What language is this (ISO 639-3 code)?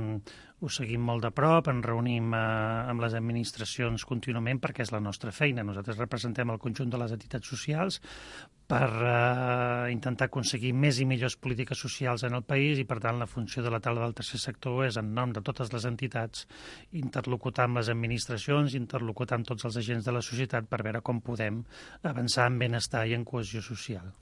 cat